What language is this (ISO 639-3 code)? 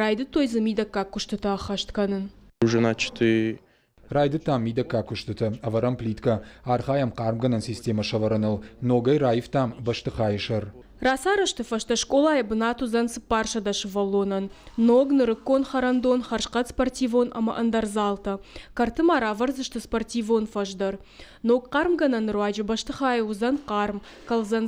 oss